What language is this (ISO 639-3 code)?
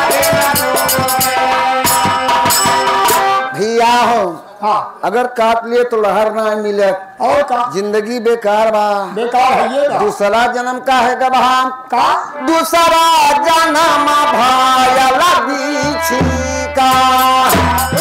bho